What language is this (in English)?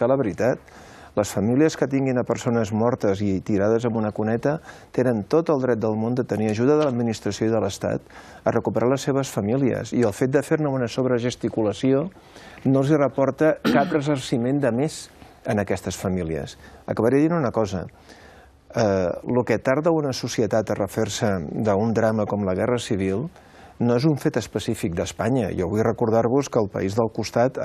Catalan